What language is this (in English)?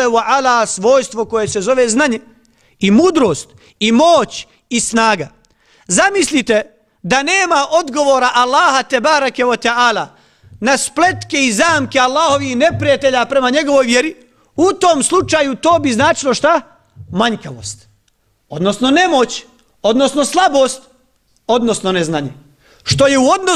Bosnian